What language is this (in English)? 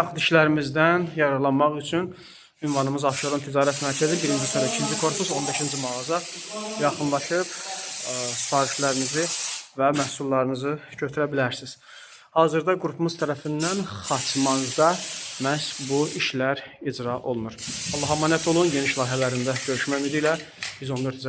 Azerbaijani